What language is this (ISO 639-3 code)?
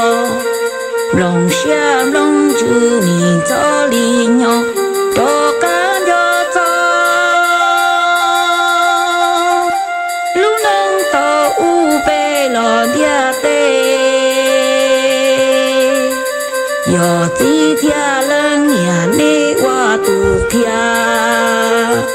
vie